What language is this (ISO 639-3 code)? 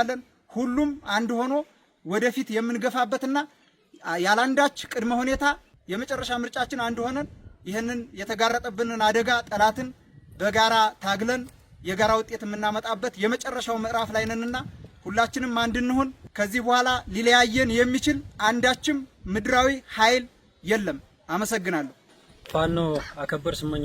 amh